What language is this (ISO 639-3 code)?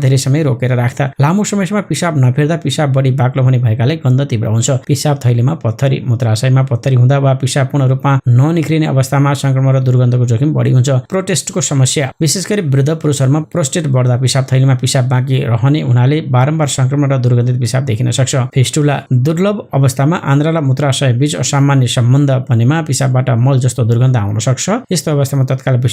nep